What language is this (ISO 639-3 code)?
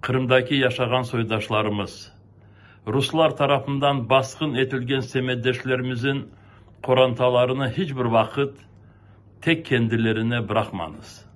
crh